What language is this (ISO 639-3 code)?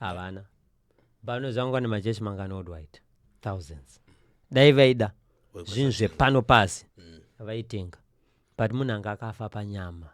sna